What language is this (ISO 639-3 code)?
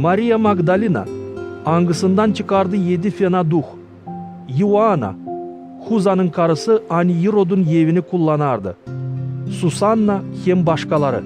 gag